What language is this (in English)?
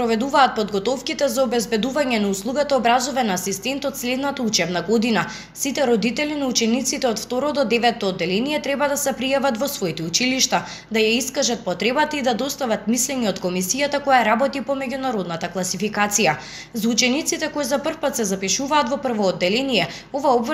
Macedonian